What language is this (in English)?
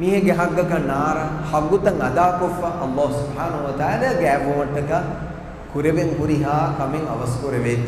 Divehi